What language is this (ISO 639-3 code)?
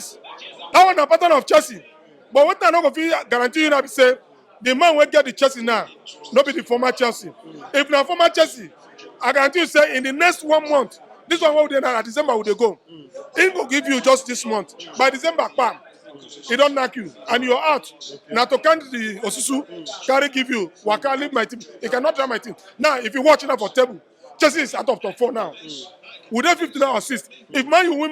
pcm